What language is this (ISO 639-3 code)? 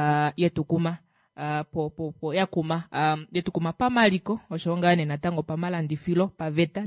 kua